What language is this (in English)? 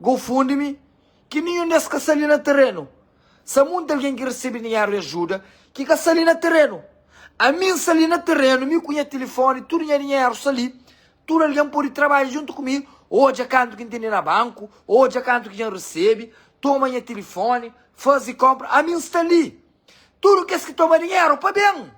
Kabuverdianu